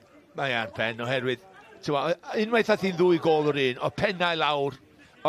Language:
Welsh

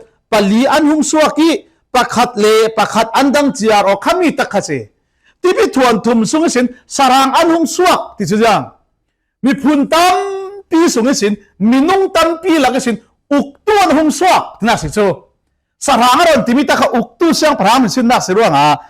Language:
Falam Chin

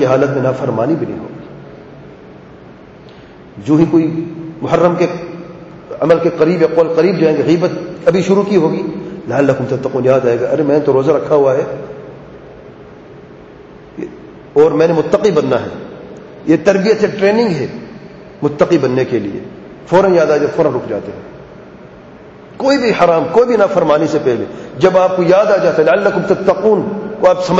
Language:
Urdu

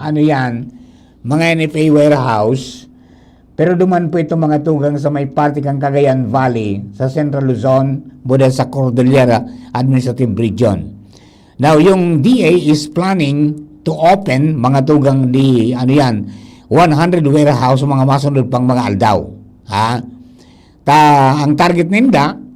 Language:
Bikol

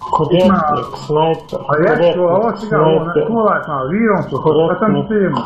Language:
Chechen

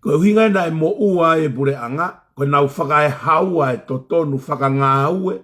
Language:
Tongan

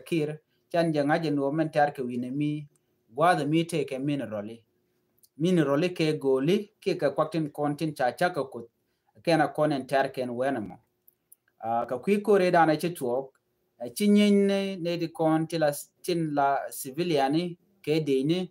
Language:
Nuer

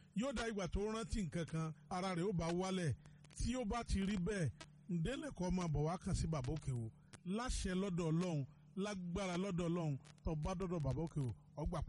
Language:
Yoruba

